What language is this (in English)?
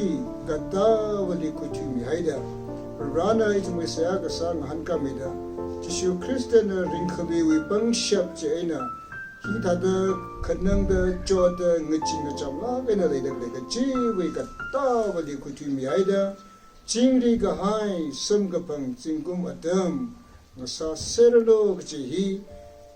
Tangkhul Naga (India)